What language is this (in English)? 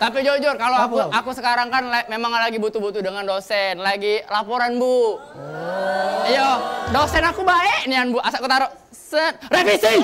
Musi